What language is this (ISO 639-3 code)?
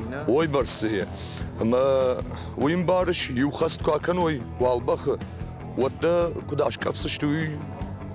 oss